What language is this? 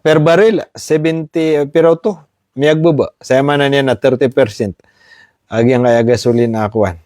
Maranao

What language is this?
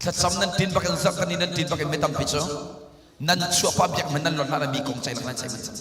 Hakha Chin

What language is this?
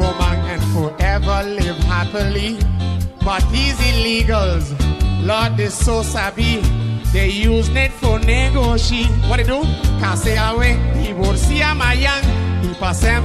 Papiamento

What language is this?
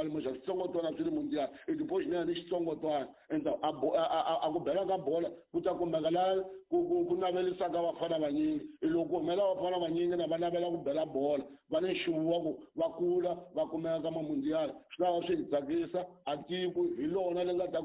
Tsonga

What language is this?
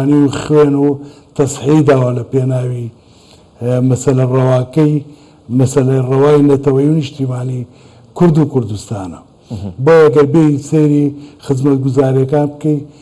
Central Kurdish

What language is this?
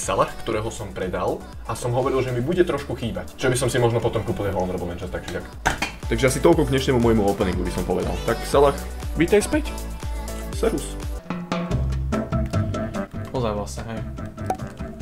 Slovak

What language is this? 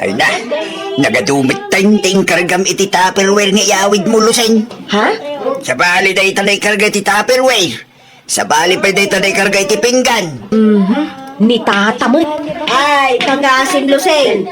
Iloko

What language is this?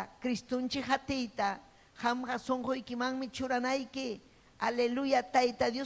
Ayacucho Quechua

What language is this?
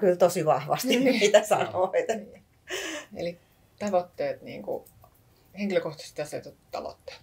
Finnish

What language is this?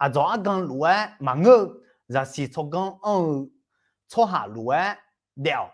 Akha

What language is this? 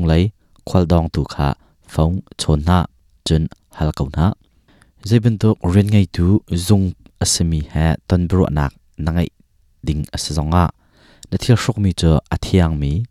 Hakha Chin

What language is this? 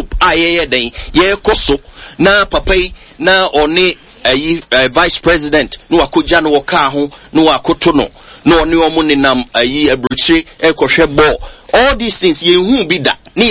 Akan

